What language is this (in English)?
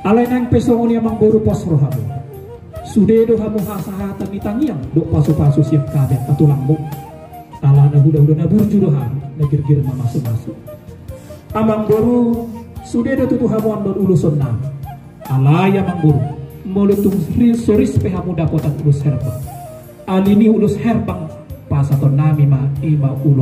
Batak Toba